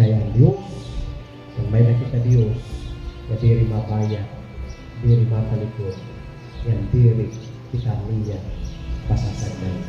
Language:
Waray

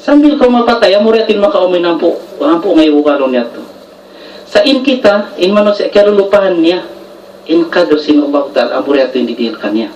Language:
Tausug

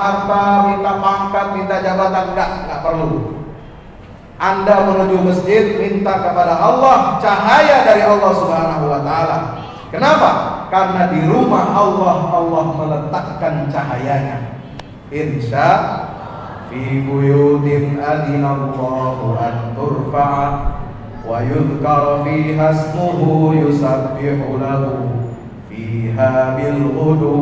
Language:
Indonesian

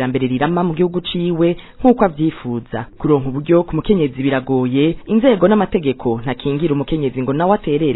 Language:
Rundi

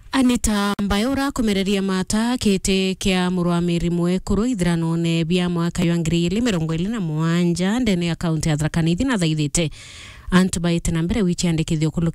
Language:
Meru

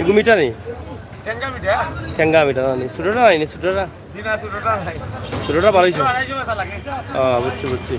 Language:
Sylheti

